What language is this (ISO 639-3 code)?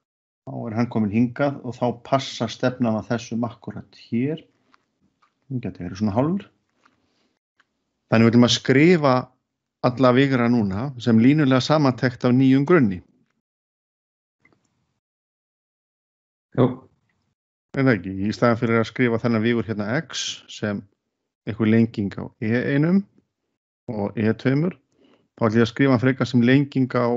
isl